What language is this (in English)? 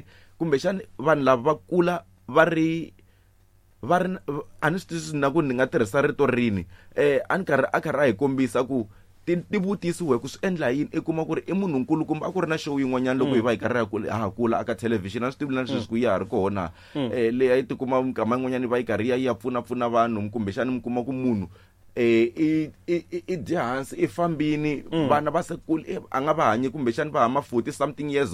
Tsonga